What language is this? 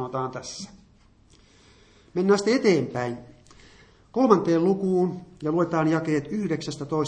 Finnish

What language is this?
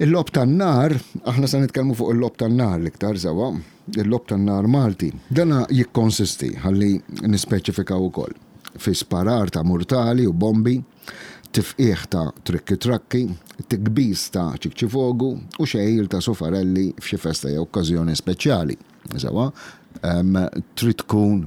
Maltese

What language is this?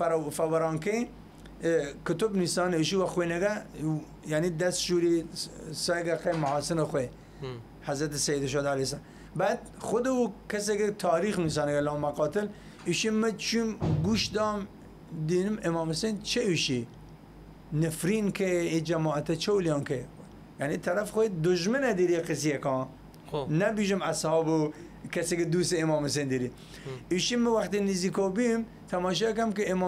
Southern Kurdish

